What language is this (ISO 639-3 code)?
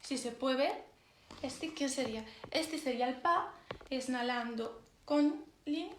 ast